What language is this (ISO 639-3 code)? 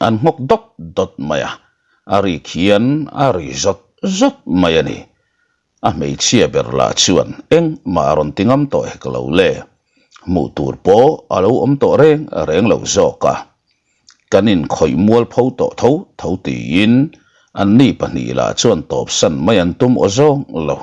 lus